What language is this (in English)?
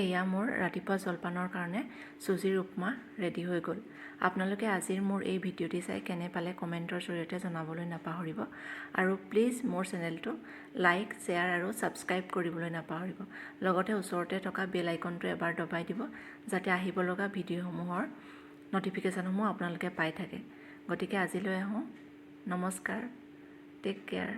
Assamese